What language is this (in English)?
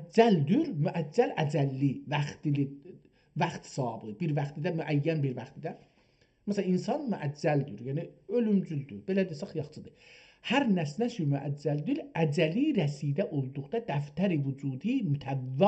South Azerbaijani